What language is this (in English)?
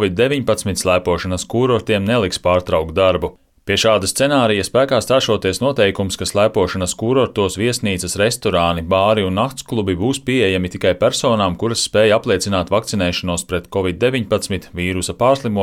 Latvian